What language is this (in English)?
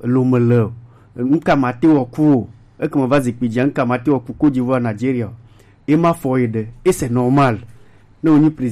Gen